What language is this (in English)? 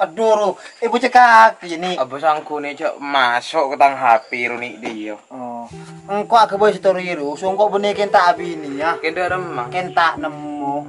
Madurese